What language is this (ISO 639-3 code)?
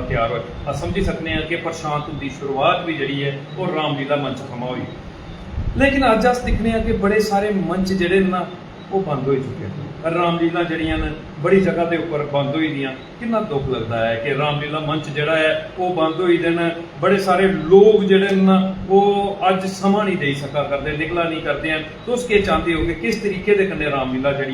doi